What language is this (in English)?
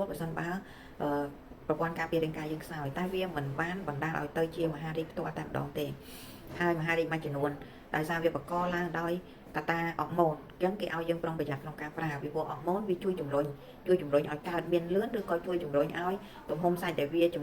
Khmer